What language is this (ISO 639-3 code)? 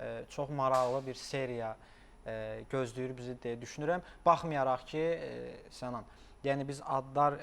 aze